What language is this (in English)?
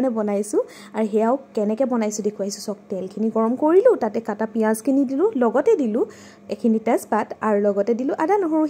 Assamese